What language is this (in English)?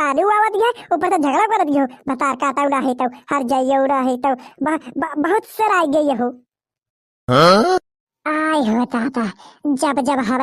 Bhojpuri